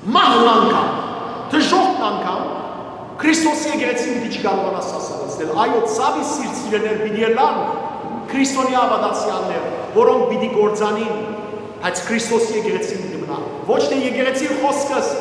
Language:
Western Armenian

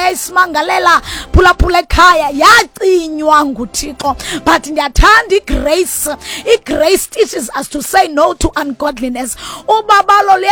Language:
Xhosa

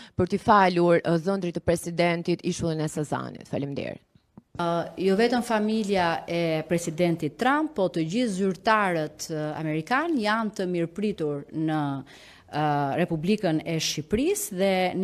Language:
Albanian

